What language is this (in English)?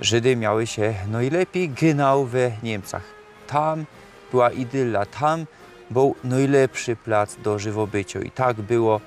Silesian